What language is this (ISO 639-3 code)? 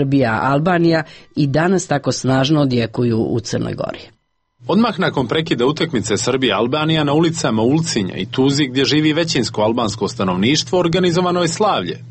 srp